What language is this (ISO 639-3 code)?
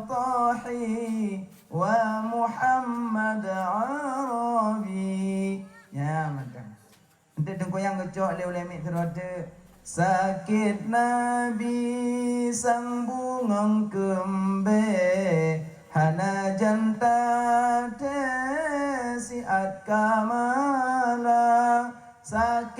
ace